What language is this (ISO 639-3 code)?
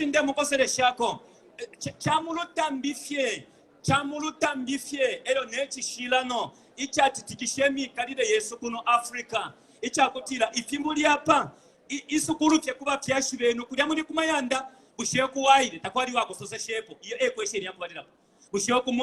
bem